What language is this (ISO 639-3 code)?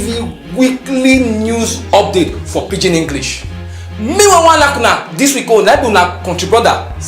pcm